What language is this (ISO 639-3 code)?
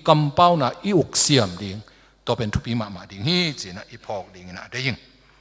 ctd